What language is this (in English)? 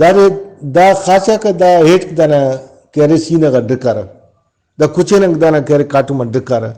Brahui